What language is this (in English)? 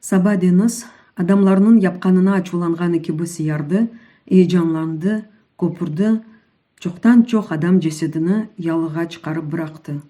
Crimean Tatar